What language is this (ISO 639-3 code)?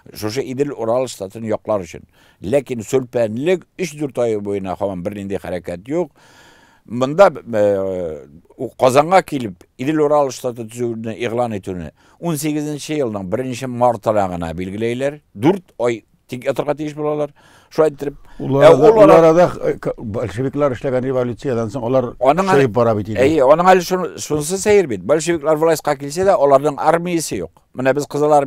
tat